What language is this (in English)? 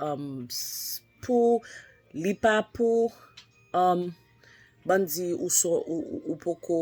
Haitian Creole